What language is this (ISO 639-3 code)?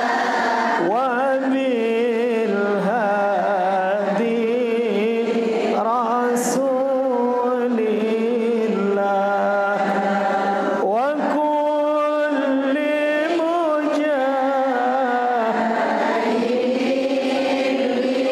sas